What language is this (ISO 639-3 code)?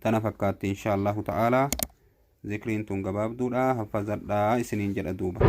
orm